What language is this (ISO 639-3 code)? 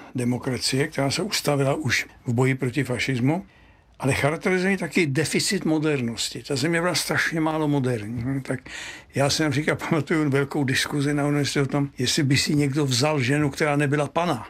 ces